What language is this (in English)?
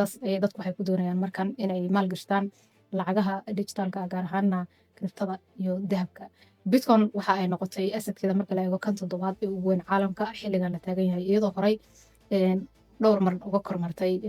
Somali